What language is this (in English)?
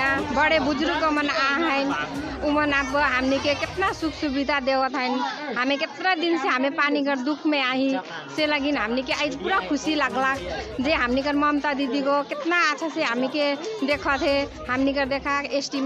Sadri